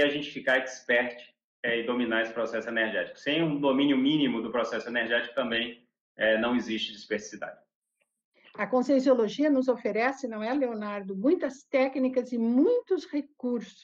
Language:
Portuguese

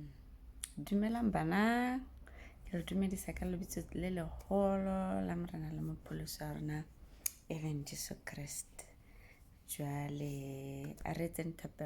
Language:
Southern Sotho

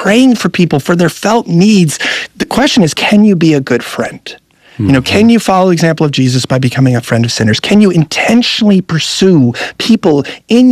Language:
English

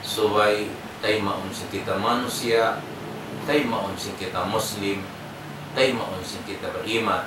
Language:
Tausug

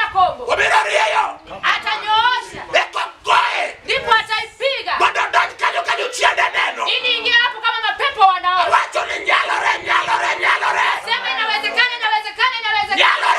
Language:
Luo (Kenya and Tanzania)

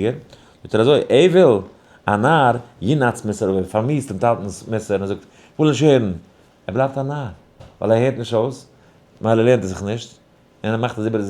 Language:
Yiddish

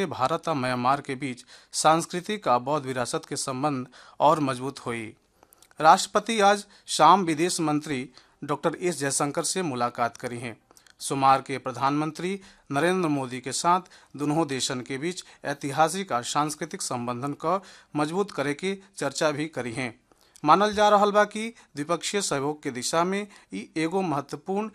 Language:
Bhojpuri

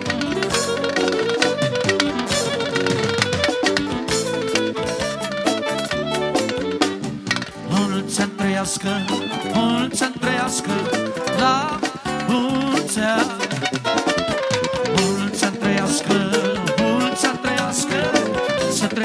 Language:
Romanian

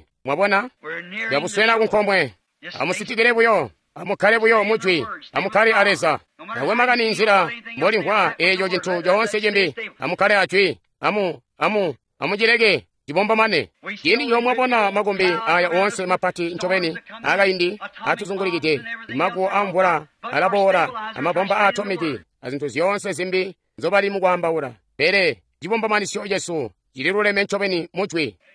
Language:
Tonga (Zambia)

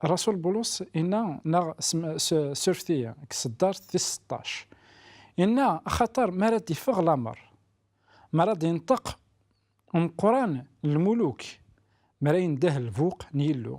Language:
Kabyle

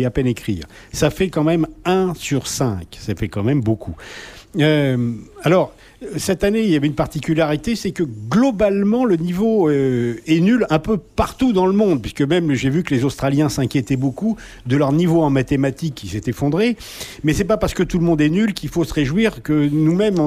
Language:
French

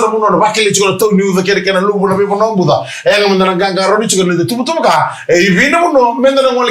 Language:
Fijian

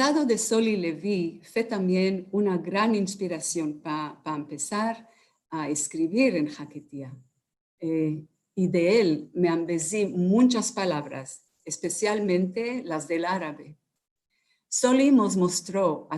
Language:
Ladino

